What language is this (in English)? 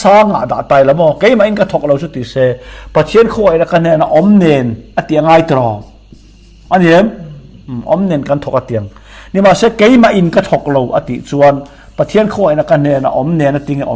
Mizo